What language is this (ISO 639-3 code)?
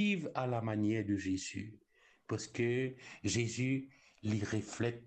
mfe